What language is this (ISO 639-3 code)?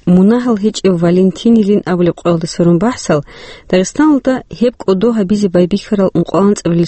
ava